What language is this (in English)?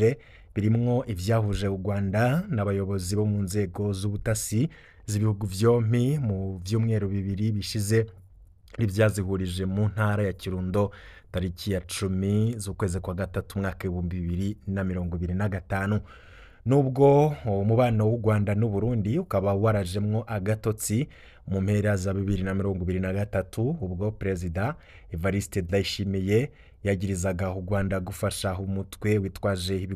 Rundi